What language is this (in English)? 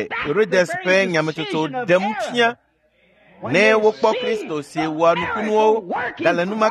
Ewe